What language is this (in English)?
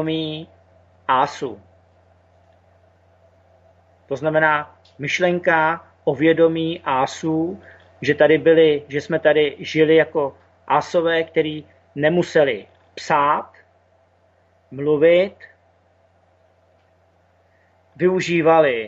Czech